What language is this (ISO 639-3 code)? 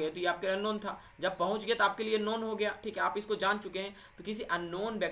hin